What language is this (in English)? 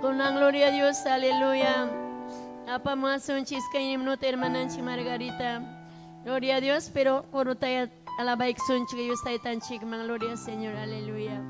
Ayacucho Quechua